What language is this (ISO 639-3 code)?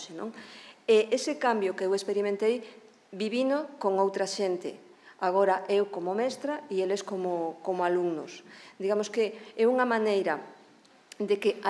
glg